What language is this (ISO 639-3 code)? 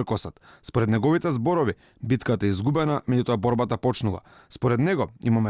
mkd